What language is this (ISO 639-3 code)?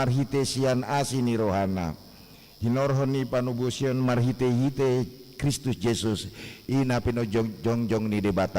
bbc